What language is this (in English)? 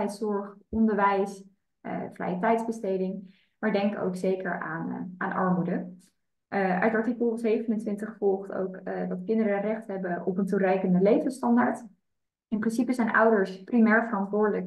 Dutch